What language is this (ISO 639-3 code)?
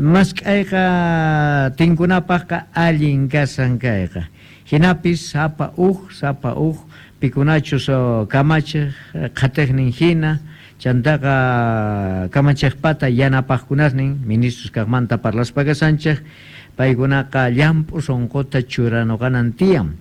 que